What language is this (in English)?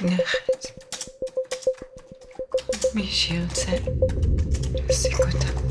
Hebrew